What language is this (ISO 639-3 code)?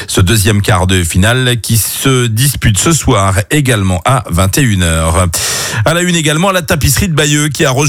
fra